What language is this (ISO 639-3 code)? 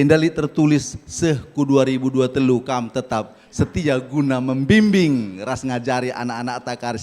btx